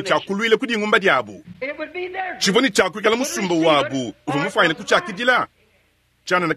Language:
Luba-Lulua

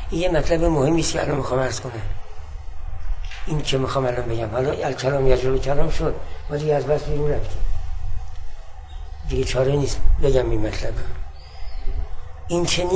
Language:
Persian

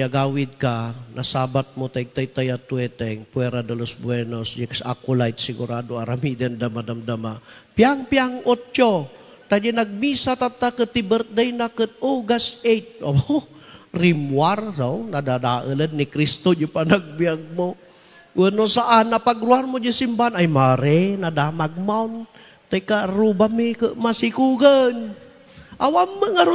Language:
Iloko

